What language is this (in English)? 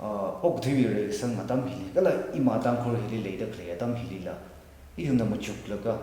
Tangkhul Naga (India)